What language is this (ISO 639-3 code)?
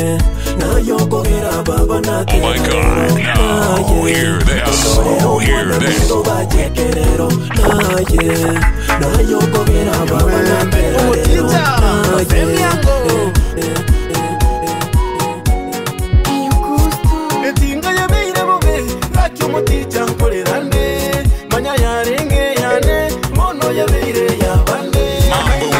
guz